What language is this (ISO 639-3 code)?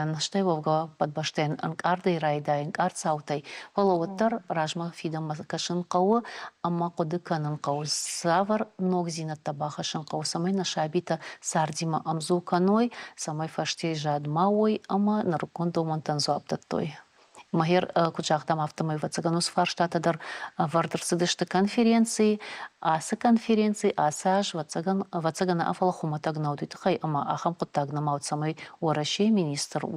oss